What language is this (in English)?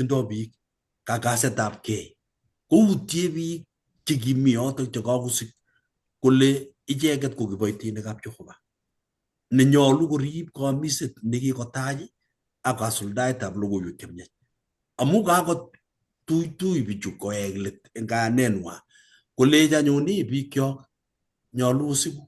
Kalenjin